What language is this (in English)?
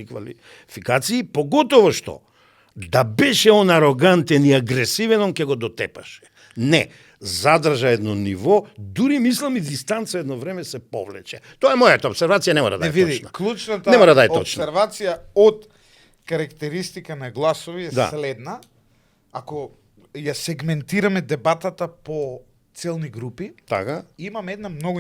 Macedonian